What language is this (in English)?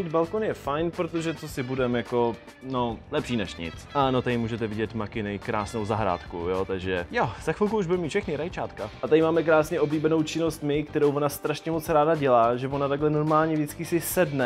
Czech